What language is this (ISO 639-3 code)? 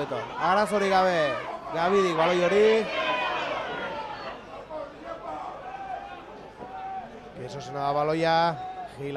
eus